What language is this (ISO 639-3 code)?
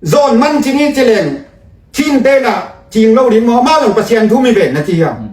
ctd